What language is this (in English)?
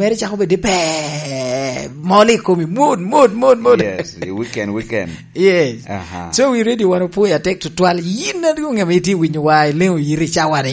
Lango (Uganda)